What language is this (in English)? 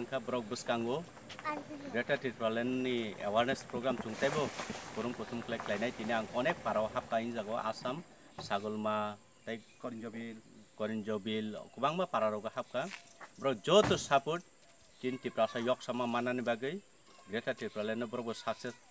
Kok Borok